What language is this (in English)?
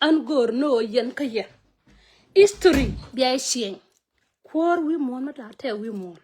Nuer